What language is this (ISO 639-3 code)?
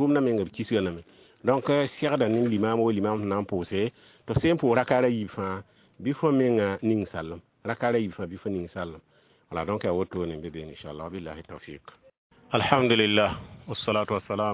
mos